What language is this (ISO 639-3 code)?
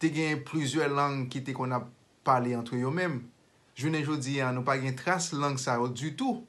hat